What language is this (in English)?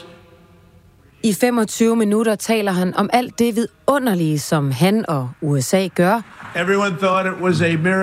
Danish